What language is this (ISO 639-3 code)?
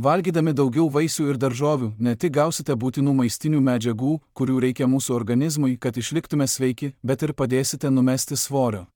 lit